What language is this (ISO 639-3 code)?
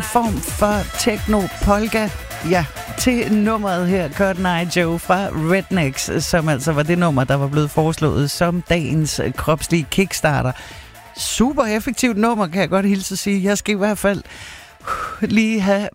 dan